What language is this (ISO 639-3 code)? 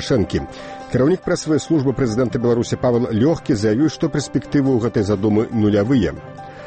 bel